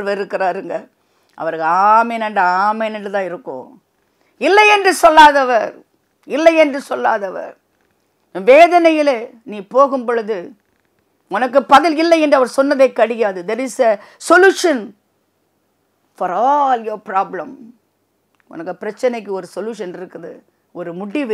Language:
Tamil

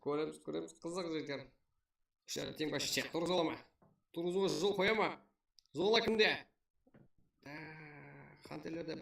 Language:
Kara-Kalpak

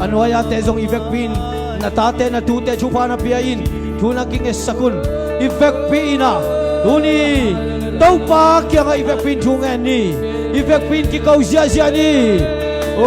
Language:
Tedim Chin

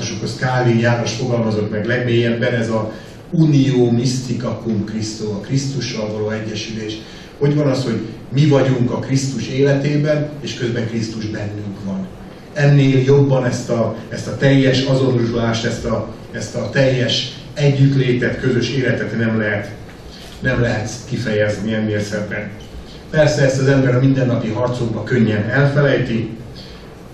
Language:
Hungarian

